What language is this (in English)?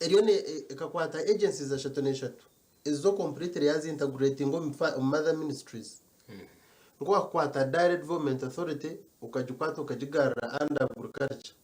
Nyankole